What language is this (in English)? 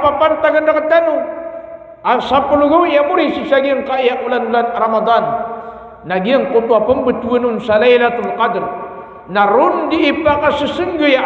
Maranao